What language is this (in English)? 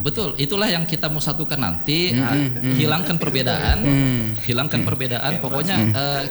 Indonesian